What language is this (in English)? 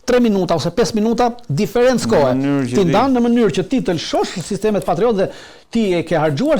Albanian